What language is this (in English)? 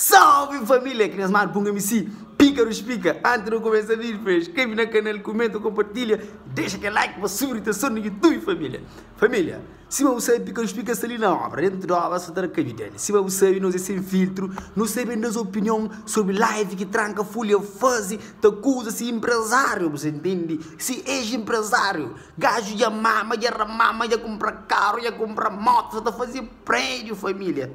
Kabuverdianu